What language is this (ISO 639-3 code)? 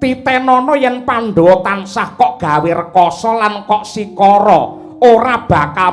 jav